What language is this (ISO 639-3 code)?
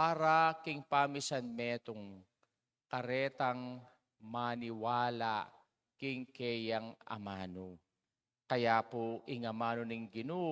pam